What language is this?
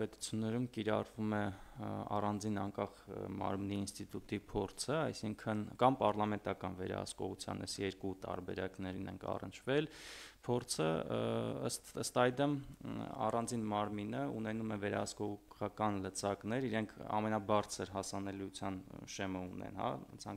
Armenian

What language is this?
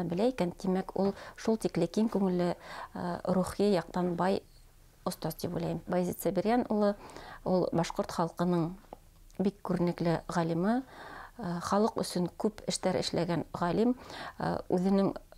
Bashkir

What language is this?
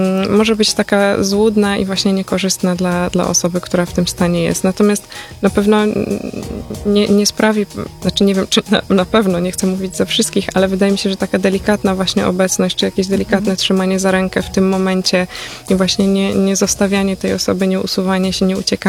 Polish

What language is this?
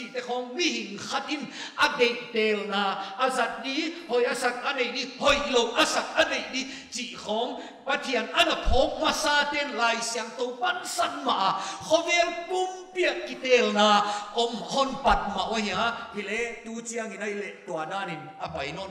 Paite Chin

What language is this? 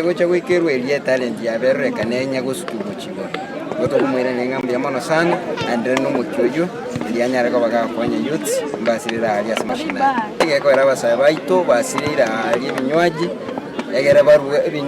Gusii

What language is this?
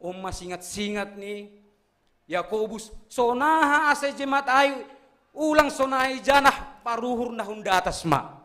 Batak Simalungun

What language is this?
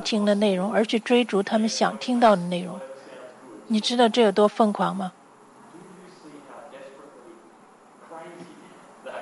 Chinese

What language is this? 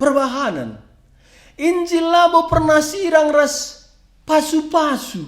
Batak Karo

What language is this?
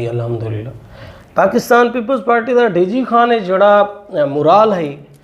Saraiki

